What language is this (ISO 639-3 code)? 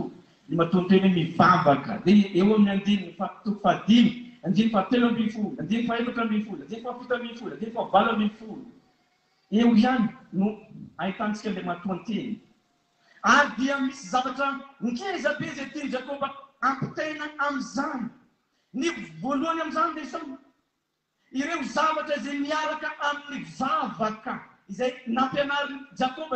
mlg